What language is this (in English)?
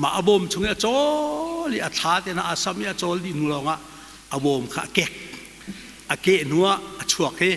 Hakha Chin